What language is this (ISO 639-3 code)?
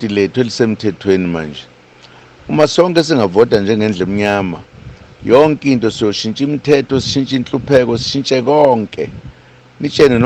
zul